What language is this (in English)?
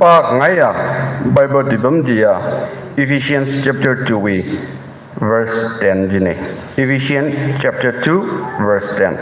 Tangkhul Naga (India)